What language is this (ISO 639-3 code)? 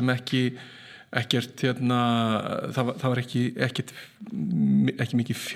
isl